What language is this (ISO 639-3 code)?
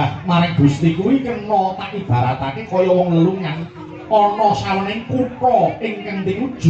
jav